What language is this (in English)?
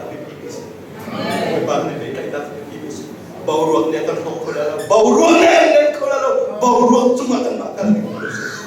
Hakha Chin